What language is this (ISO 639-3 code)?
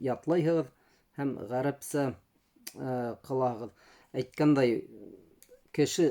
bak